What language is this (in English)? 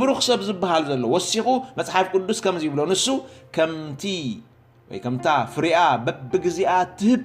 Tigrinya